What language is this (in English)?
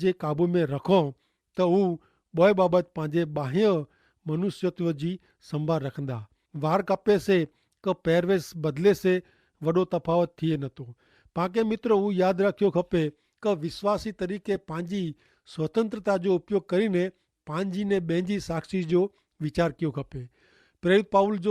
Kachhi